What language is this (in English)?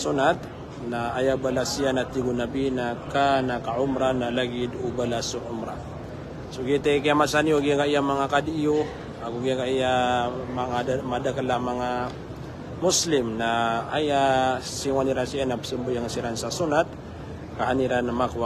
Maranao